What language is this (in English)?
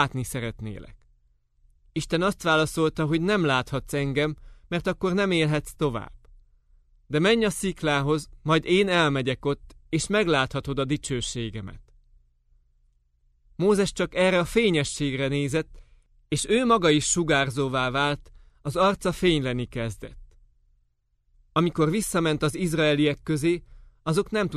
Hungarian